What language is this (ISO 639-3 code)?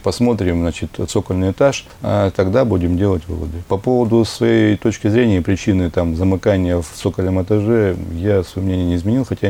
rus